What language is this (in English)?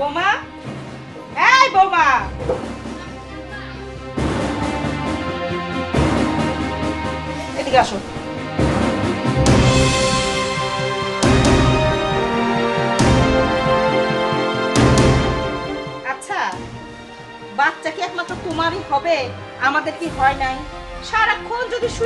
Bangla